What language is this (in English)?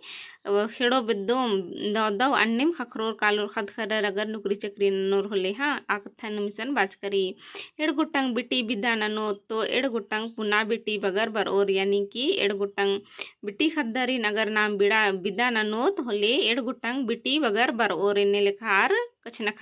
Kurukh